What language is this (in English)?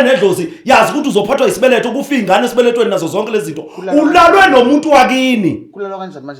Zulu